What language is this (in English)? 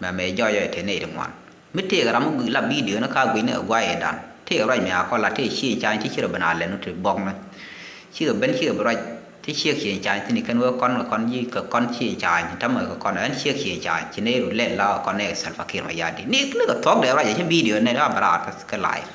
Nuer